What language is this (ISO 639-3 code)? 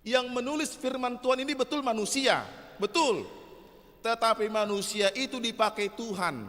bbc